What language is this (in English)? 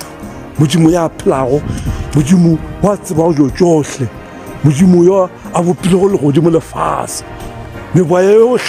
Northern Sotho